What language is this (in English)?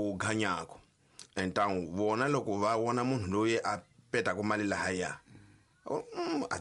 Tsonga